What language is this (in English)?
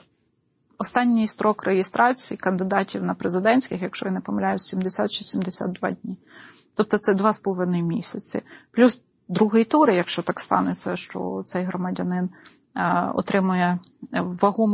Ukrainian